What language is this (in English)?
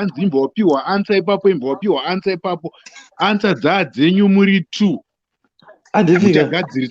Shona